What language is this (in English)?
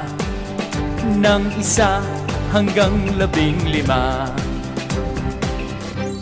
Filipino